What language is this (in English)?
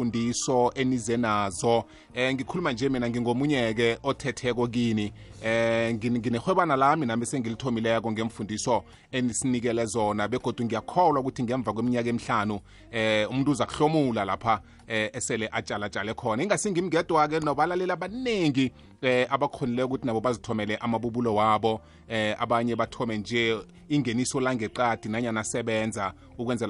South Ndebele